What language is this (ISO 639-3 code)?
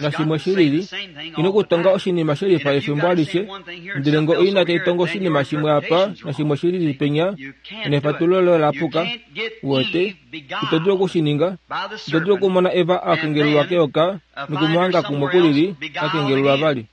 kua